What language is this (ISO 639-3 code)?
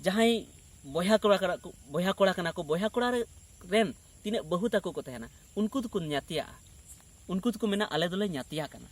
sat